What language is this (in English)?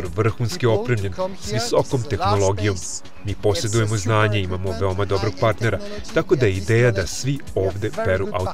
Serbian